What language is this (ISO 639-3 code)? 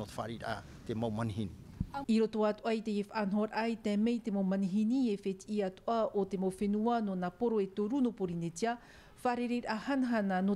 tah